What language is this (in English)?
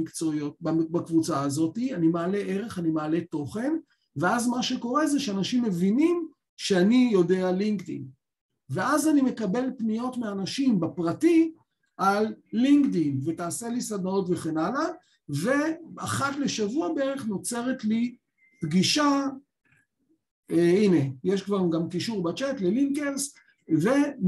Hebrew